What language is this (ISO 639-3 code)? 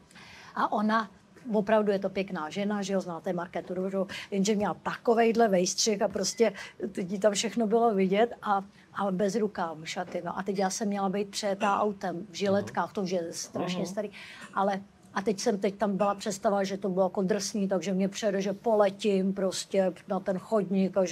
ces